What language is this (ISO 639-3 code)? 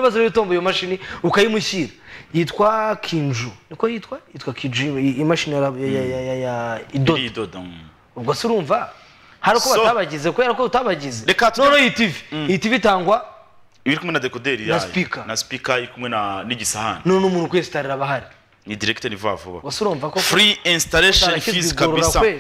kin